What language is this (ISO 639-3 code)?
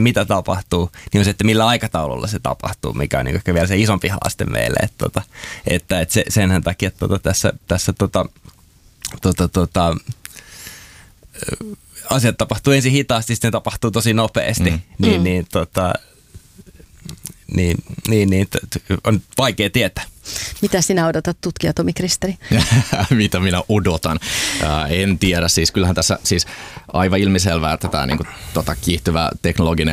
fin